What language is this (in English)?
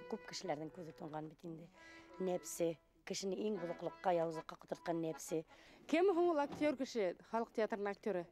Bashkir